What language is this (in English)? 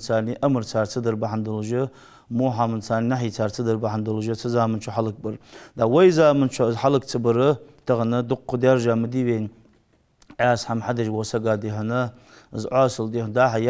Ingush